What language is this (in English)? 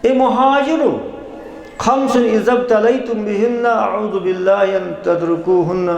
Kashmiri